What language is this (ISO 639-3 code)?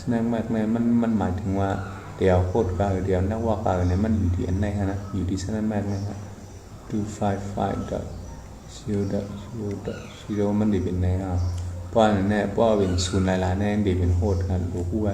shn